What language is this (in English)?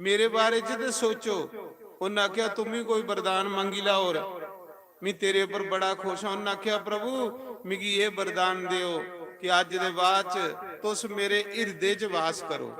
Dogri